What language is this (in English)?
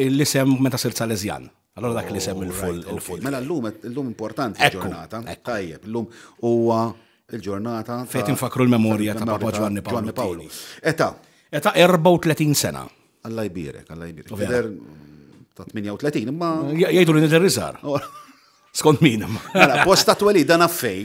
Maltese